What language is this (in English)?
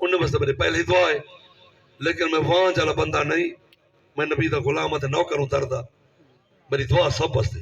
Saraiki